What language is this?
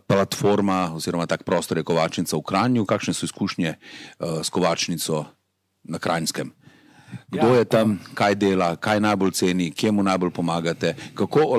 Slovenian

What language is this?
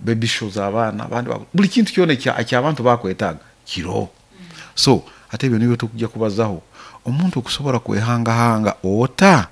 Nyoro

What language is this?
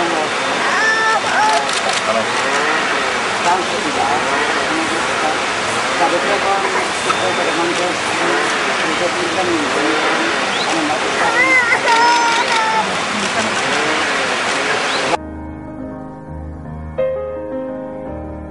Czech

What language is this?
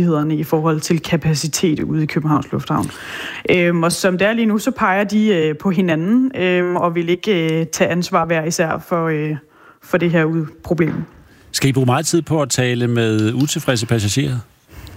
Danish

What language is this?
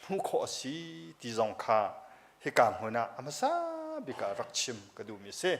Hakha Chin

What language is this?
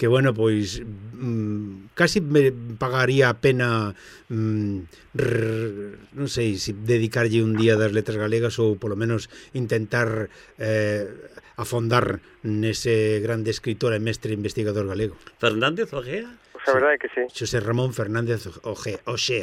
Galician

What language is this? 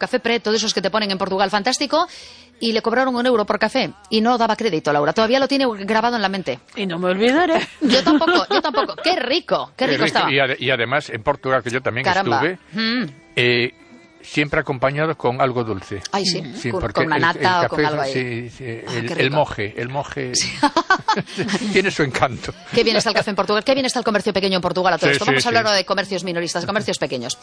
Spanish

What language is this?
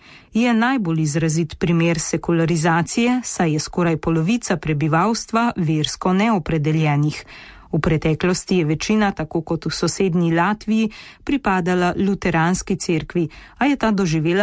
Slovenian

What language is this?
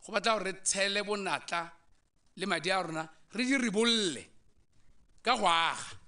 Tswana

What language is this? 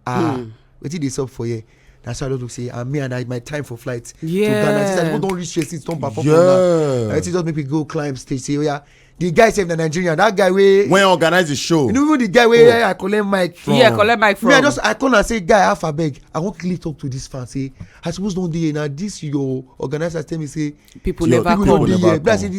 Nigerian Pidgin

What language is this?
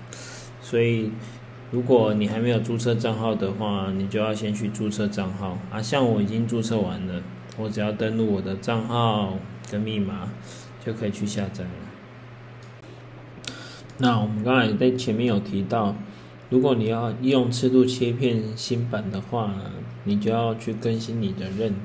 Chinese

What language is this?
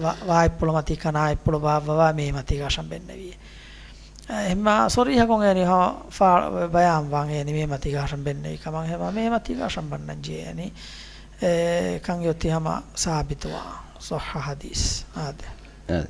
Divehi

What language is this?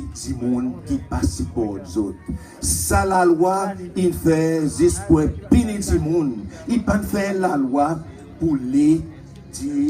Seselwa Creole French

